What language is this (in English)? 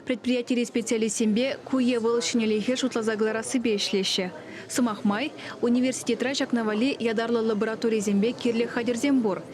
Chuvash